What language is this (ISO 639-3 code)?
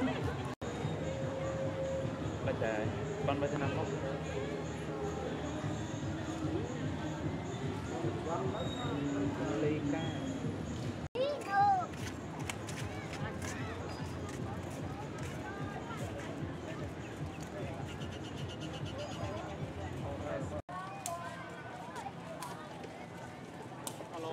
vie